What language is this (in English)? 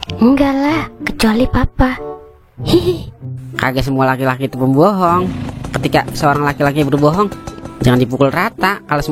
Betawi